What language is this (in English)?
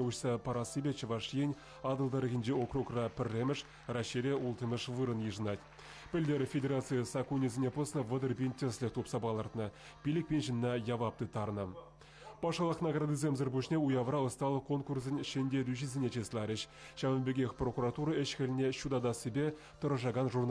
Chuvash